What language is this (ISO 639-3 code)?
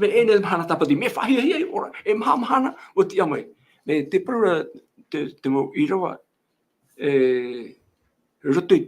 tah